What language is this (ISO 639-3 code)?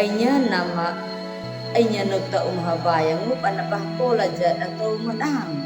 akg